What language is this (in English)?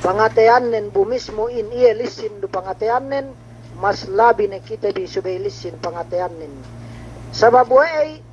Yakan